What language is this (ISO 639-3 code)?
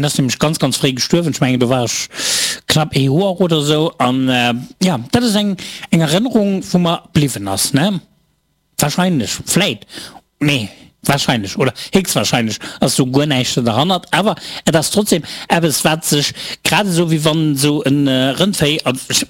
ltz